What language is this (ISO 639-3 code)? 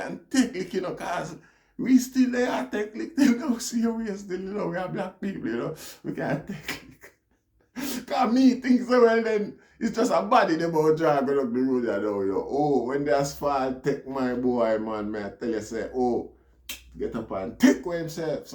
jam